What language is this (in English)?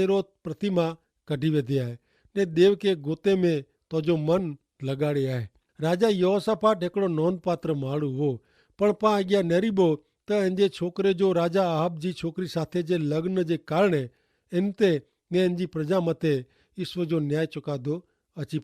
Kachhi